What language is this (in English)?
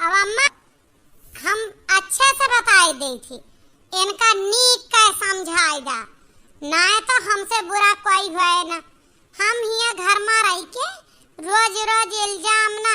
Awadhi